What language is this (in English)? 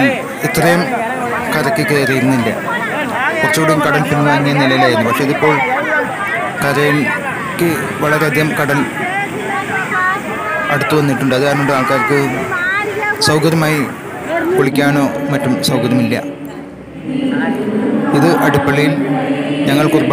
Malayalam